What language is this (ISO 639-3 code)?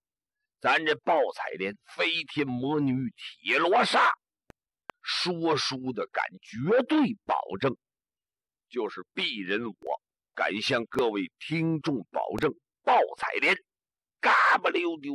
zho